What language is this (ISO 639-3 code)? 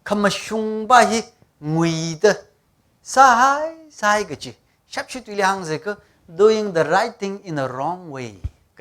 nmf